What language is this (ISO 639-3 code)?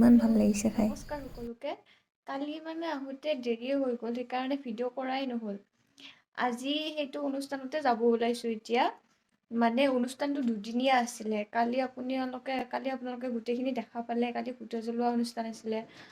asm